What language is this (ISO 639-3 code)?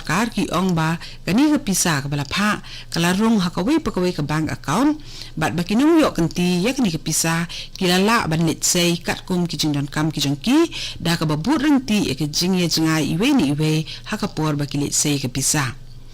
kha